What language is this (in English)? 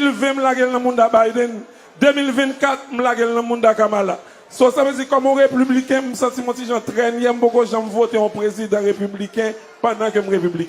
Haitian Creole